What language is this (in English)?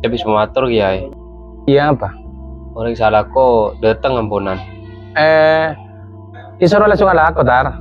Madurese